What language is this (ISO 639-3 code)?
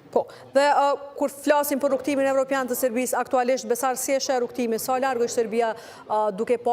sqi